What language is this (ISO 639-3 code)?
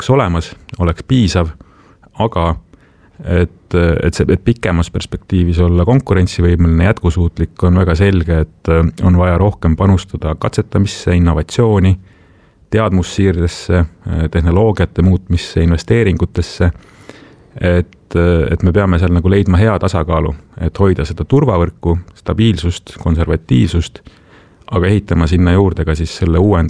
est